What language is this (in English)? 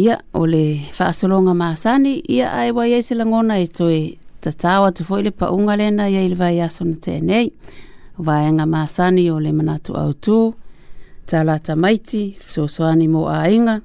Samoan